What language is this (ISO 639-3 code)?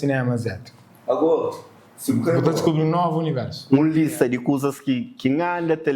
kea